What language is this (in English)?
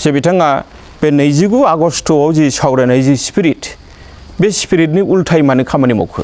Bodo